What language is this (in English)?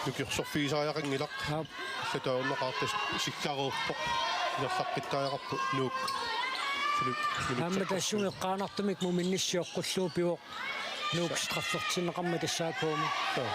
Kalaallisut